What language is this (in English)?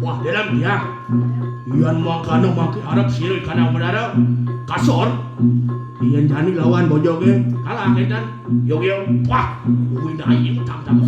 Balinese